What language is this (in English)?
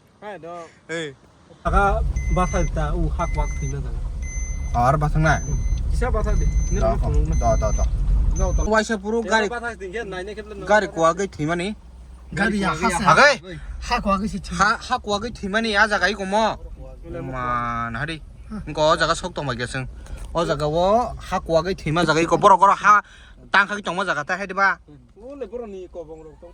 Kok Borok